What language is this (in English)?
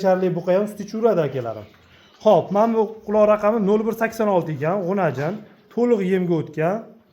Uzbek